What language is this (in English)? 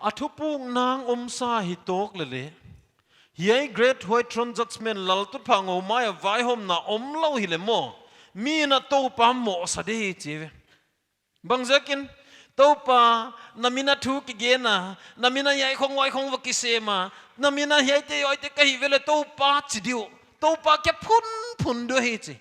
Paite Chin